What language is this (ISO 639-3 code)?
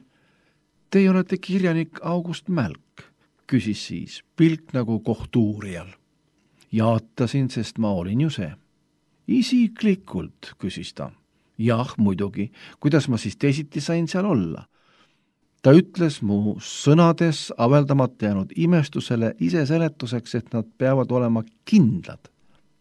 est